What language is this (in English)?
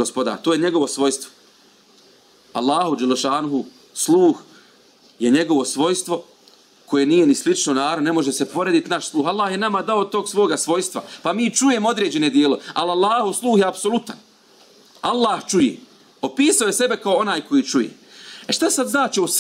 Bosnian